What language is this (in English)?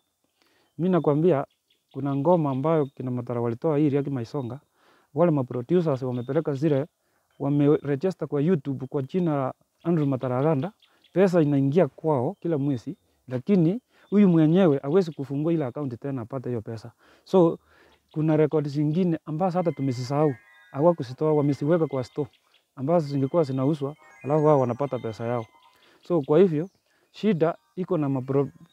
Swahili